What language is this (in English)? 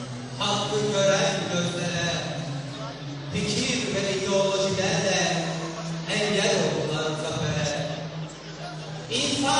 Turkish